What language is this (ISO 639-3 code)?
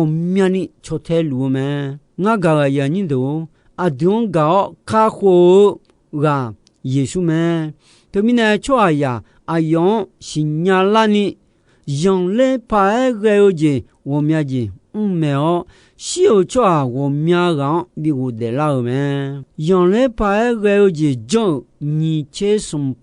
ahk